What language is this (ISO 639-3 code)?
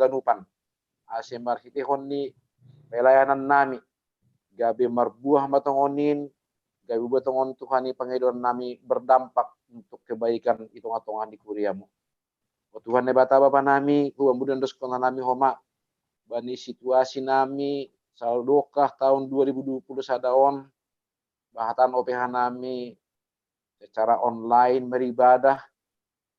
bts